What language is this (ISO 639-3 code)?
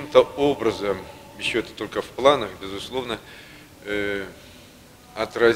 rus